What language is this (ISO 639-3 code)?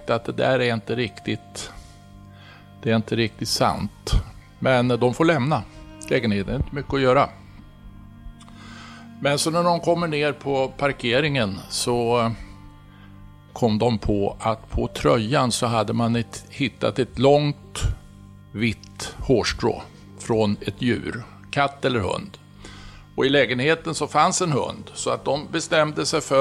swe